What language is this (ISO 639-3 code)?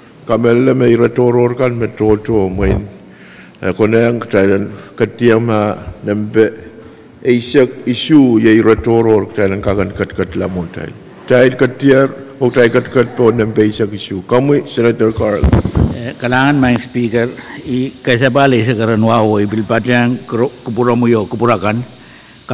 pon